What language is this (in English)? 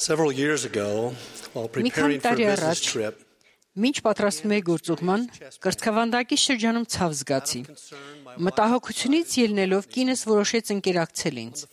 Armenian